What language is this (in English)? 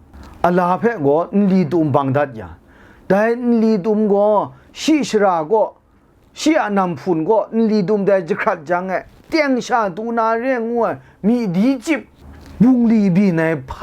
Kachin